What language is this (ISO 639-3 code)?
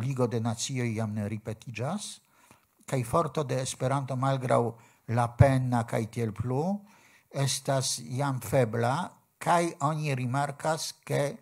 epo